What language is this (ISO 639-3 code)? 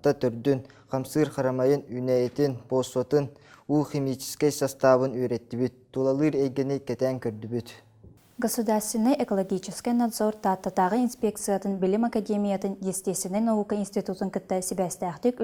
sah